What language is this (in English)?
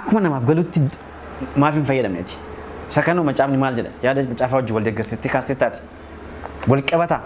Oromo